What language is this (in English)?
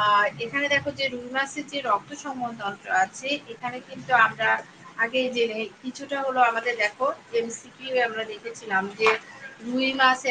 Bangla